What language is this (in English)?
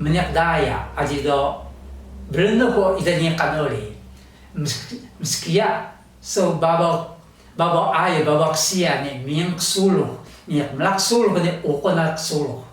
Taroko